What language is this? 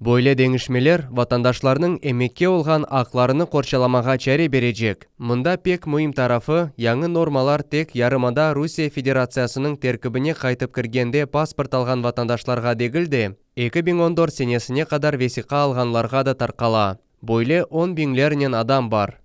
Crimean Tatar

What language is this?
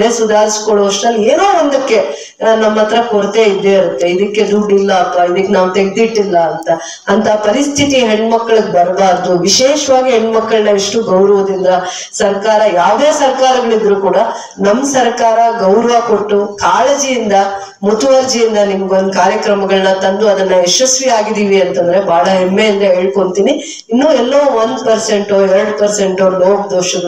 Kannada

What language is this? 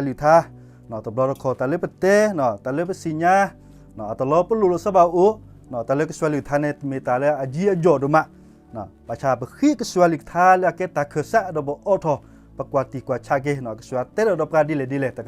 S'gaw Karen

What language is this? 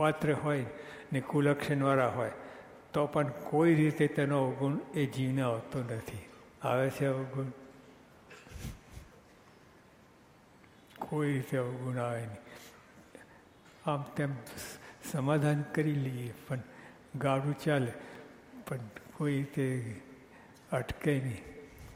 Gujarati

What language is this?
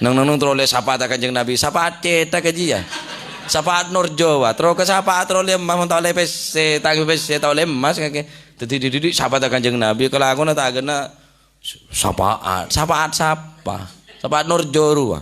Madurese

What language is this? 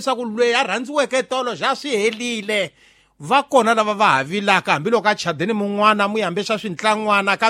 Tsonga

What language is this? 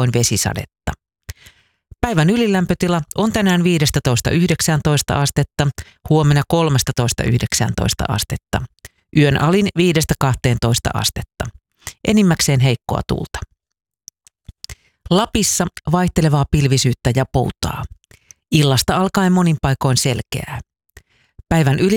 Finnish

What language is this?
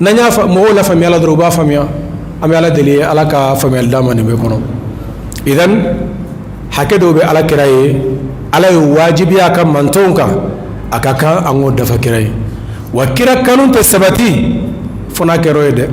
Bambara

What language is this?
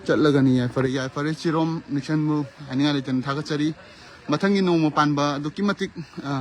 Manipuri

